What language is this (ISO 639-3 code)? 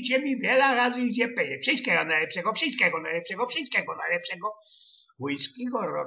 szl